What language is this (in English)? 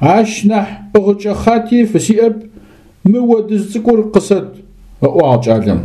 Adyghe